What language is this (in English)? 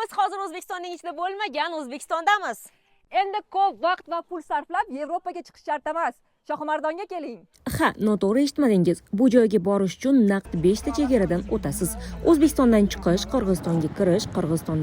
Uzbek